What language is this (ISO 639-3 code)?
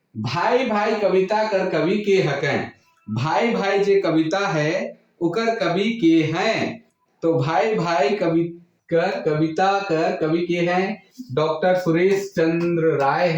sck